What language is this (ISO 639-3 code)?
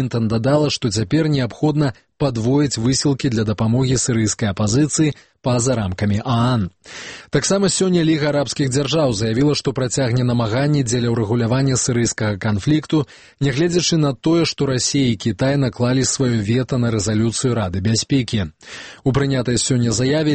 bel